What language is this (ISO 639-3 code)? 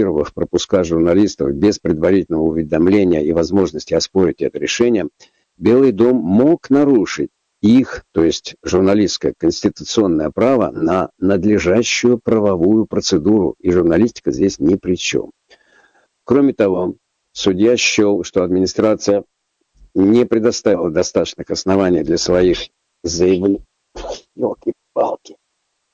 rus